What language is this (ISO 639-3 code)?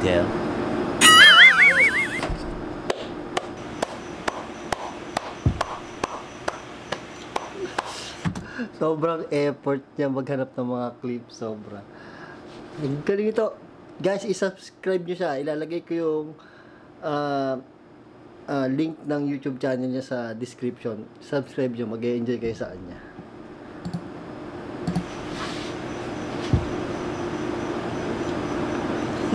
fil